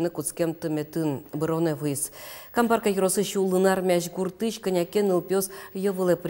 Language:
Udmurt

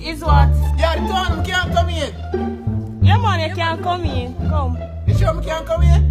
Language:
Jamaican Creole English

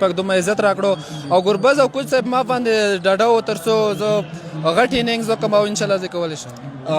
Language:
Pashto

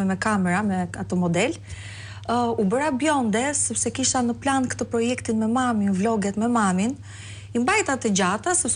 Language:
Albanian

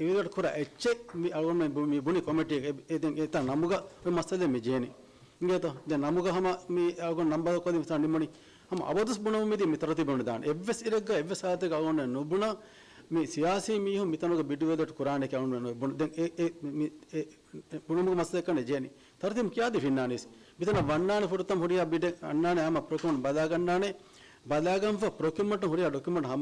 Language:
Divehi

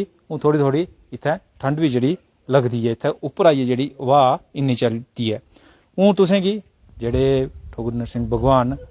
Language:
Dogri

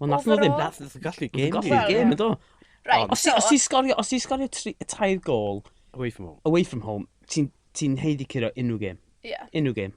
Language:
Welsh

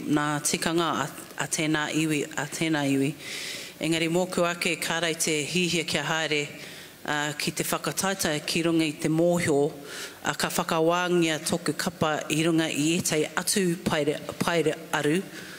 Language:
Māori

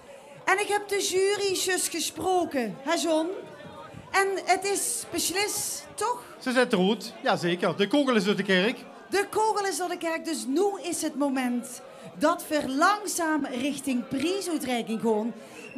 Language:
Limburgish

